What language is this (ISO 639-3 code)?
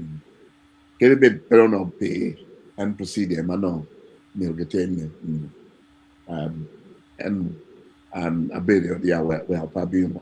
ach